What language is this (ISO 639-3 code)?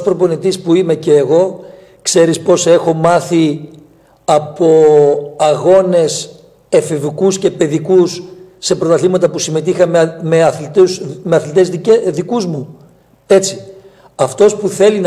ell